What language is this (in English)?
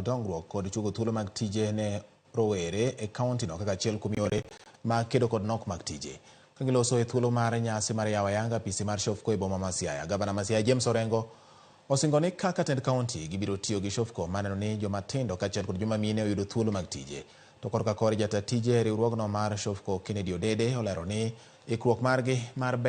Luo (Kenya and Tanzania)